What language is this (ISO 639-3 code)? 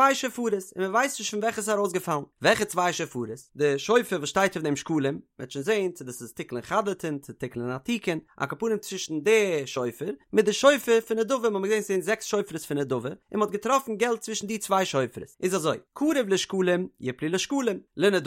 yid